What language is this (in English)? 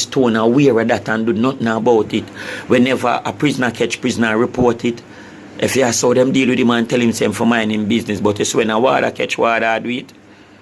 Jamaican Creole English